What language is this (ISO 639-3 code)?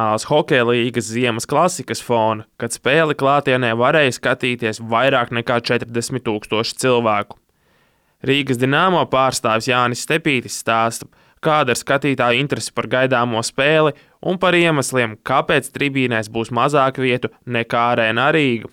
lav